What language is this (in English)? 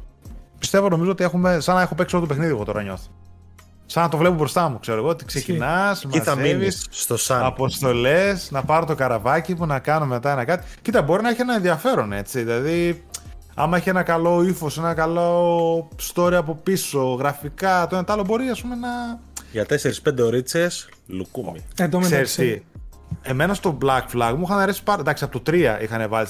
Greek